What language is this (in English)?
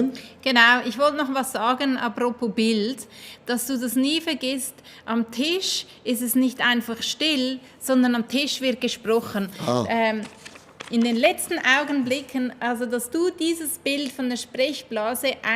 Swiss German